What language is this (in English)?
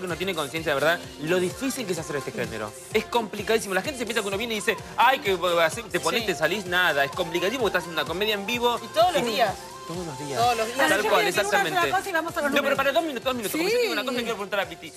Spanish